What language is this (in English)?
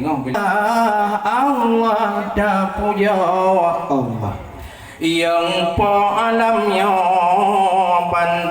Achinese